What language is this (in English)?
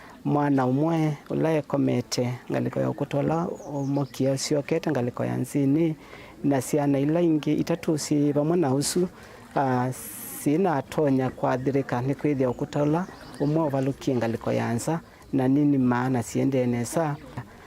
Kamba